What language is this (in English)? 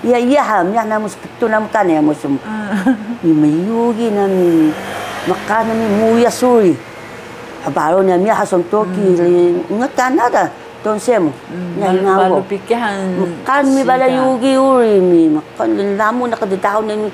Taroko